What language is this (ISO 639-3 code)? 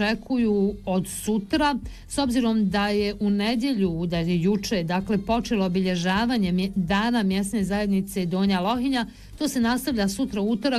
bos